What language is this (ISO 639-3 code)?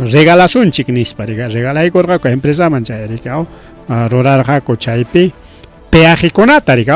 quy